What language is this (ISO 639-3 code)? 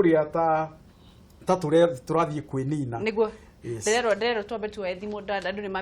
kik